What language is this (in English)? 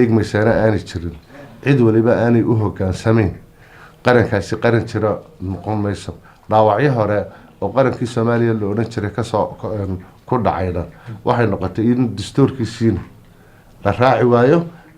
Somali